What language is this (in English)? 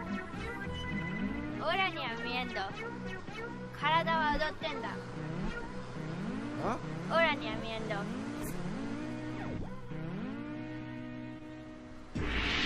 Japanese